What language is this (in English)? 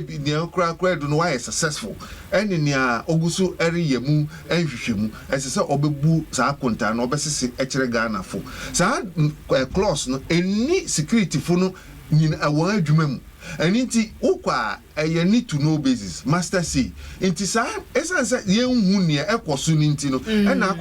Akan